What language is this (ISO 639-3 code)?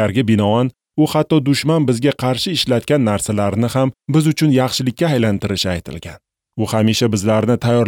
uzb